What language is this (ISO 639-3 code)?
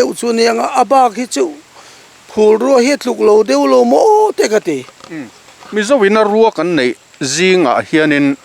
lus